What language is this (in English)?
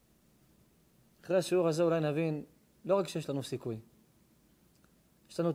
Hebrew